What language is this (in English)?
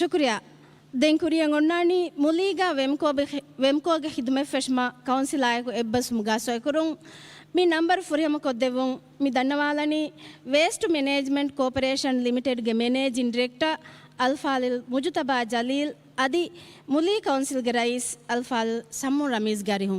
Divehi